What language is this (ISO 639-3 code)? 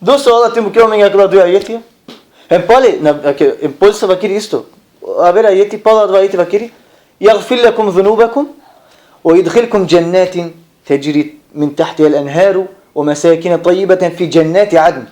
rmn